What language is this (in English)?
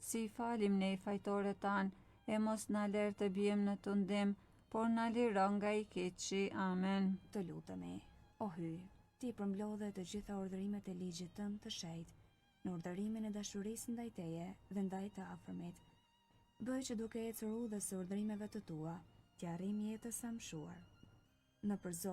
Albanian